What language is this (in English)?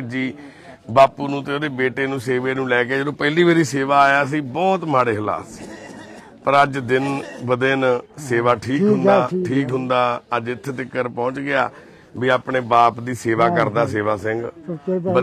Punjabi